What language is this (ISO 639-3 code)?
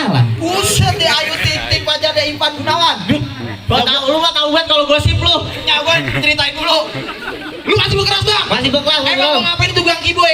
bew